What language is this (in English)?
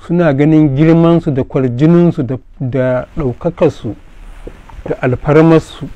Hausa